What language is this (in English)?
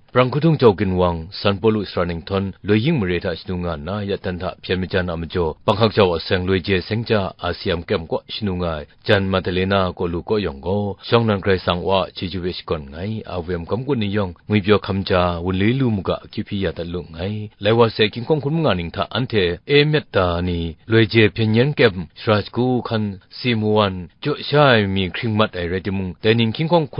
Kachin